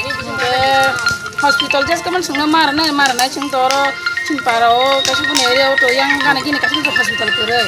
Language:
Kok Borok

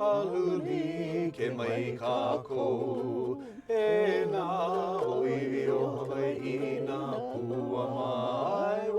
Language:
Hawaiian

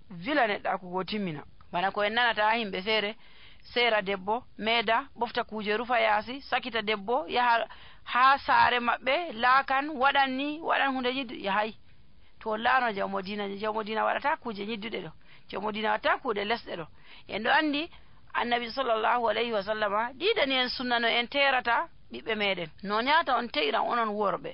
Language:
Nigerian Fulfulde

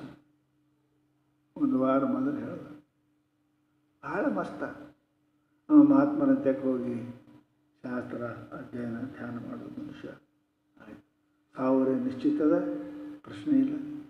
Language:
Kannada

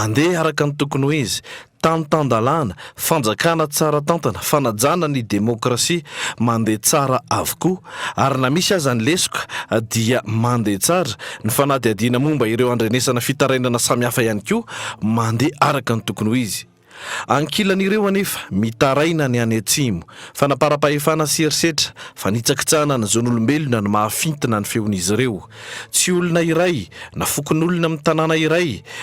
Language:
Malagasy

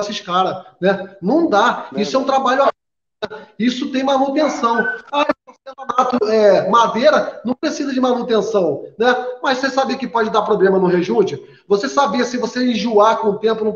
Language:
Portuguese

